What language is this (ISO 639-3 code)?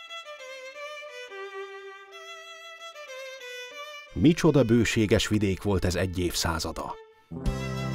hun